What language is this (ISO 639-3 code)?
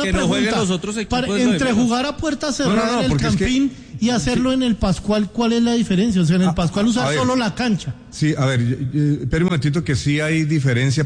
spa